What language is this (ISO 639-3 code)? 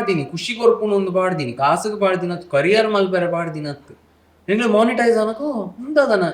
tcy